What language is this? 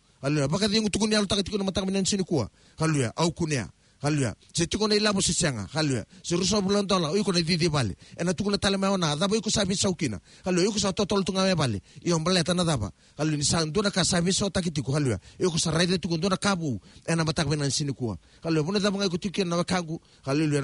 Fijian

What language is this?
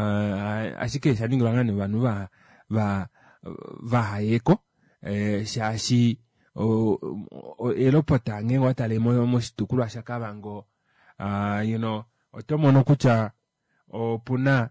Kuanyama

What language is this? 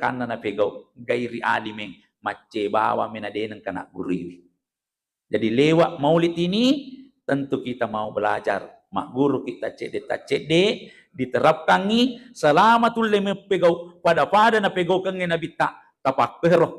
Buginese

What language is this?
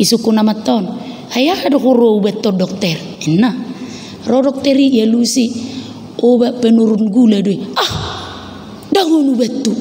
Batak Toba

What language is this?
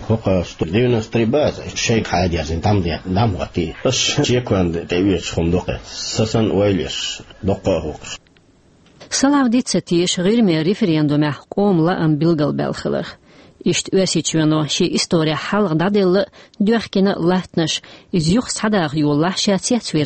Chechen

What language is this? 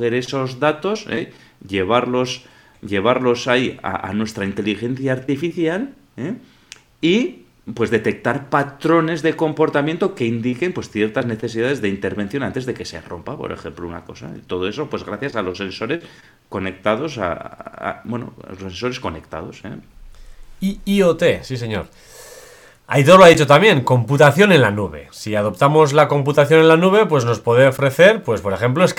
Spanish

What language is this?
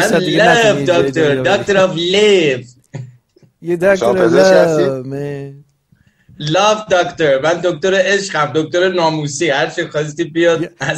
Persian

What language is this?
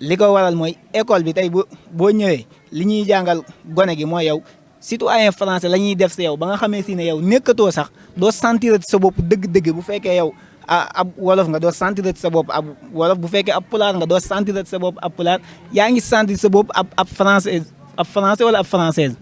Wolof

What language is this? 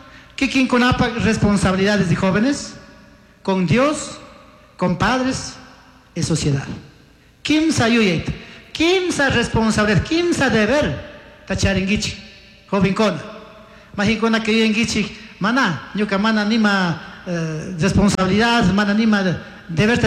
Chimborazo Highland Quichua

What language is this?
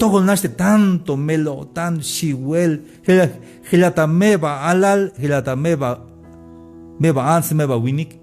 Tzeltal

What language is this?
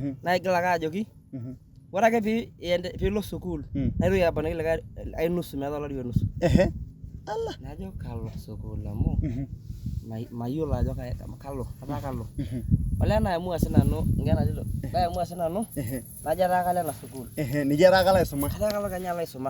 Masai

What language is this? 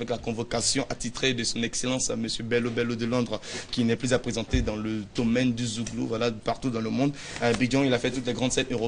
French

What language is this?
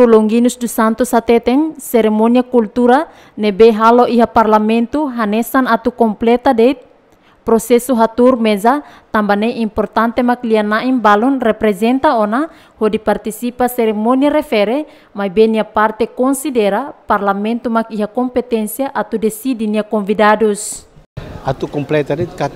Tetum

